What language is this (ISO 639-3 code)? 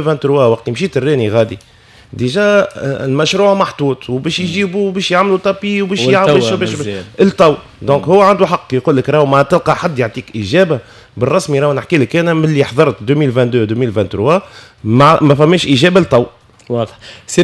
aeb